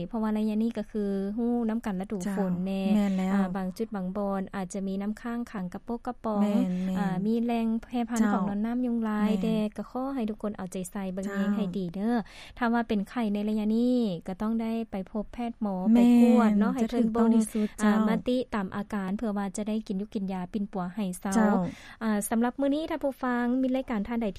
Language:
Lao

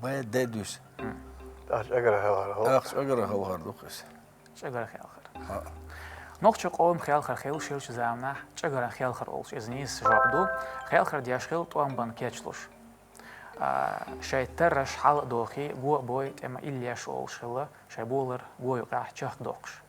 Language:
Chechen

